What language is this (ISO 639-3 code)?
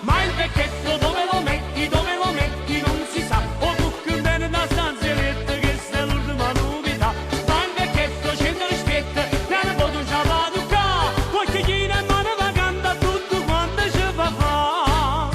nap